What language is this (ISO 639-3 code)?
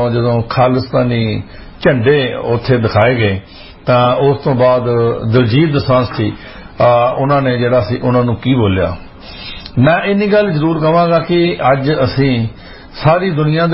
pan